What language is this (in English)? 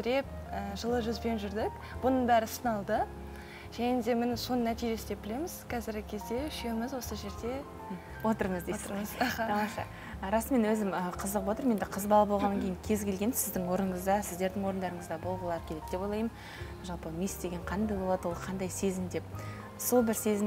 Kazakh